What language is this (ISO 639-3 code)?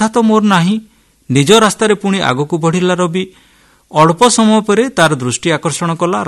ori